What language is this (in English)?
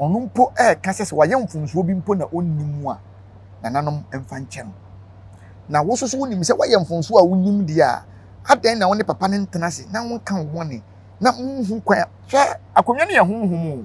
Akan